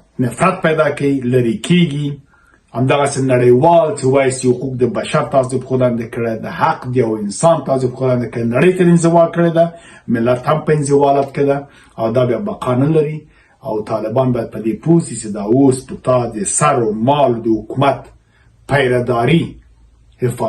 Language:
Pashto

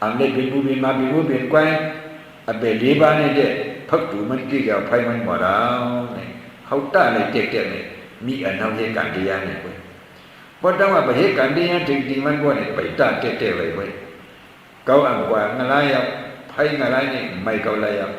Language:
Shan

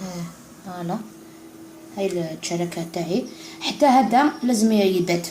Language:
Algerian Arabic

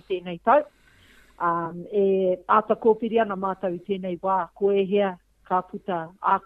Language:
Māori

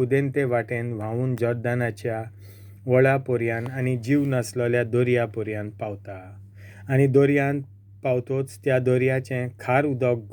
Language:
Konkani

